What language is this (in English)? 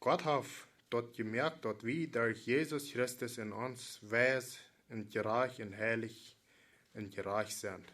Plautdietsch